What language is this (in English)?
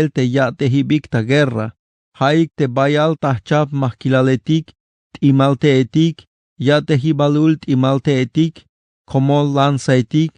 Tzeltal